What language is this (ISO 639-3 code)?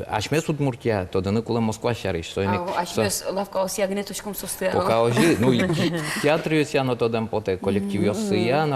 udm